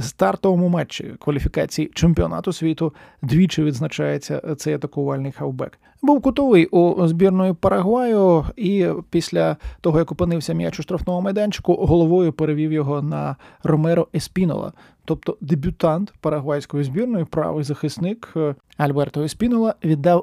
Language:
Ukrainian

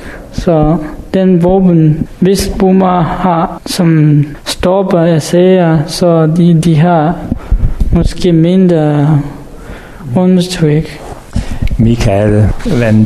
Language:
Danish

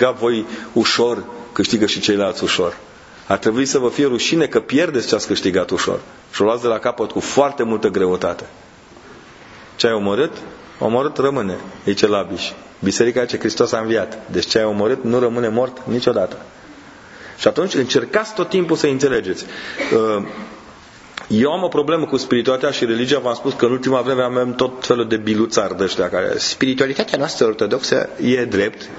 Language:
Romanian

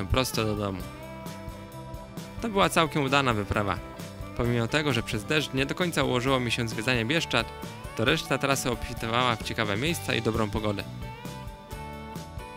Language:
Polish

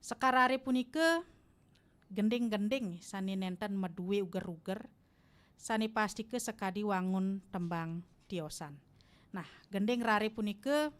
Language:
Balinese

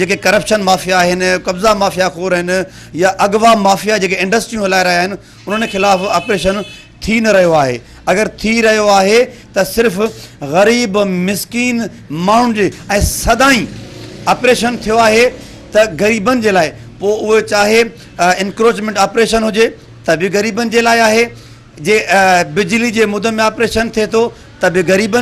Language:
Sindhi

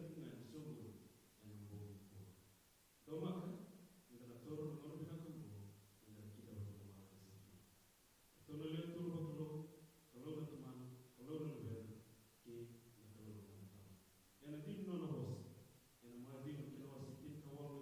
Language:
Fijian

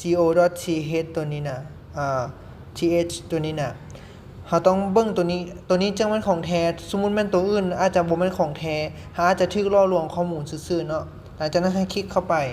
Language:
Lao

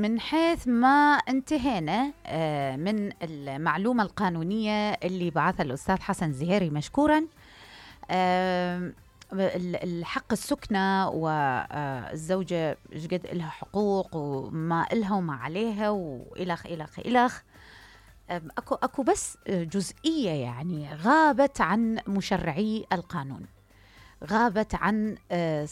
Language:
Mesopotamian Arabic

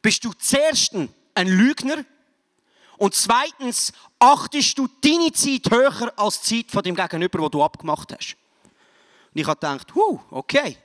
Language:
Swiss German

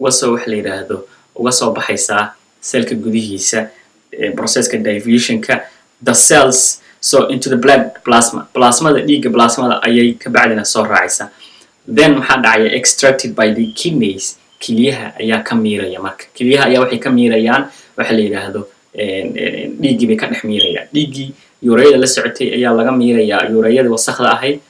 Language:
Somali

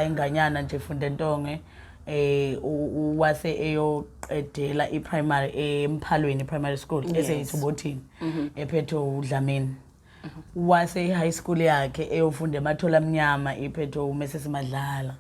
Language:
Zulu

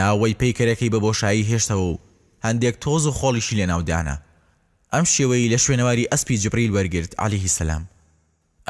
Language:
Central Kurdish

